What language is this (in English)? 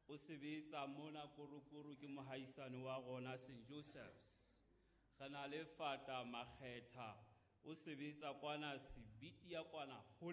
Southern Sotho